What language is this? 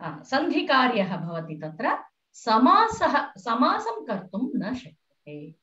Sanskrit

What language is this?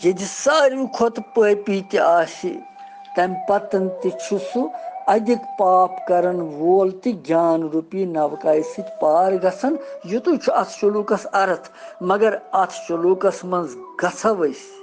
Kashmiri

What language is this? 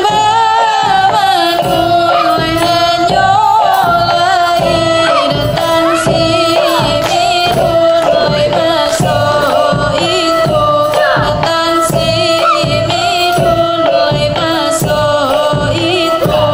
Minangkabau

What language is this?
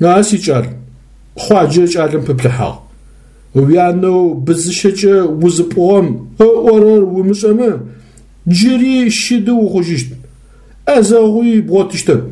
Adyghe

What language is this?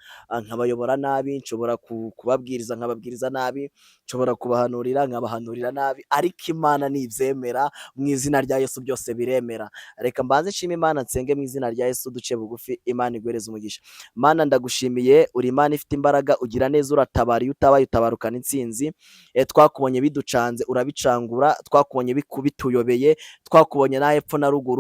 Kinyarwanda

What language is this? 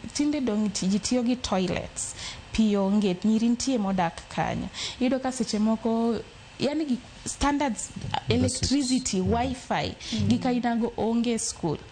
Luo (Kenya and Tanzania)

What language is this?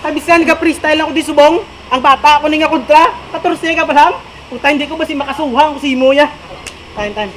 Hiligaynon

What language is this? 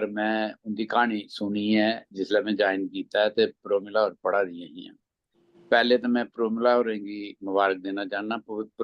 Dogri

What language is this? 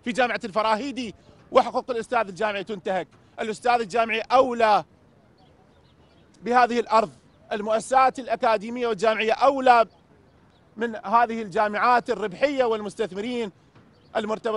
Mesopotamian Arabic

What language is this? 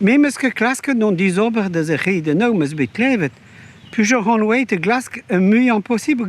Breton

